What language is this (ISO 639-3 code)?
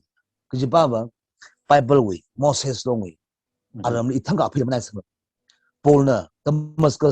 nmf